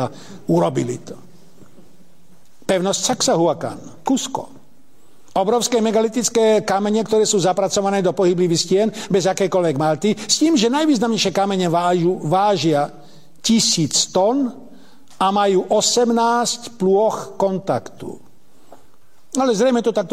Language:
Slovak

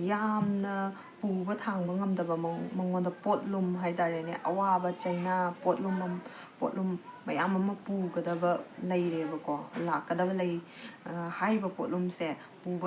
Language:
Manipuri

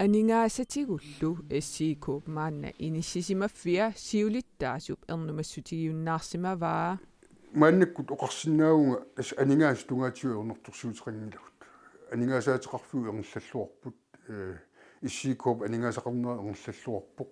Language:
Kalaallisut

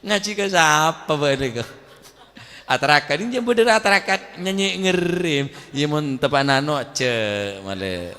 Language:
Madurese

